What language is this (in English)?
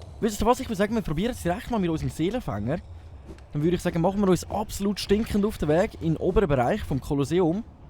Swiss German